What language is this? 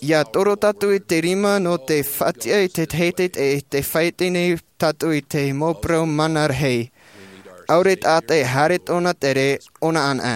Tahitian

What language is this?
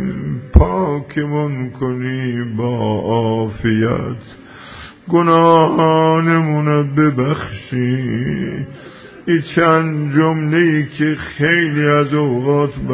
Persian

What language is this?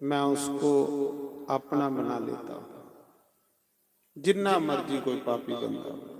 Dogri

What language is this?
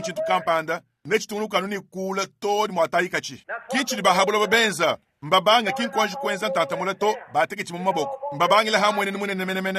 Luba-Lulua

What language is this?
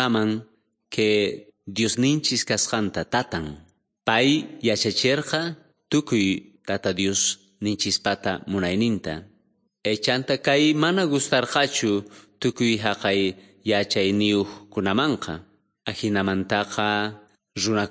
South Bolivian Quechua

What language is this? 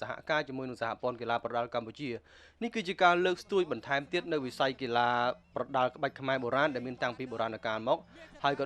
Khmer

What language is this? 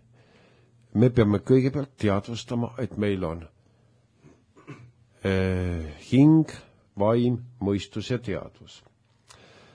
Estonian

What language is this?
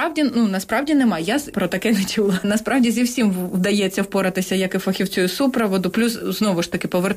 Ukrainian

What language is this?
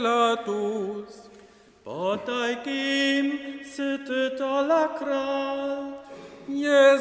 Upper Sorbian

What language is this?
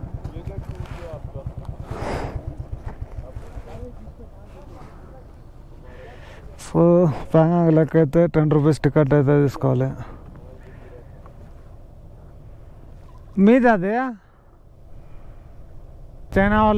Telugu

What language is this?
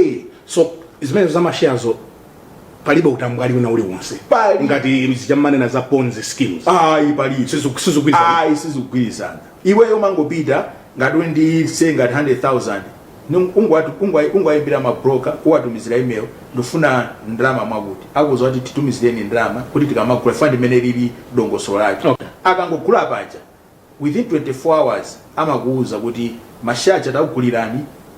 Nyanja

